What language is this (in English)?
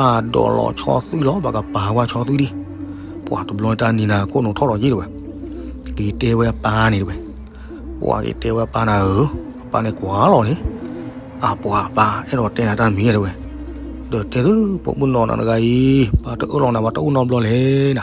S'gaw Karen